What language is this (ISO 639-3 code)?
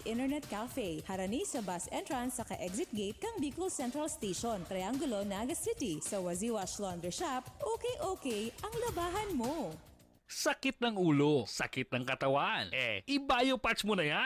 bik